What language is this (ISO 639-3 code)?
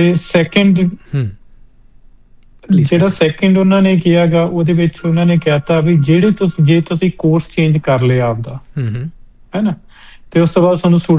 pan